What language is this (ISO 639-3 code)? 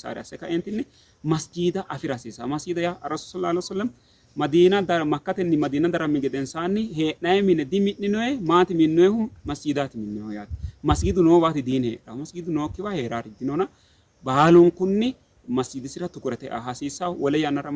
sid